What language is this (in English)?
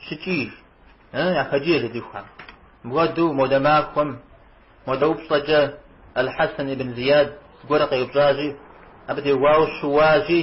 Kabardian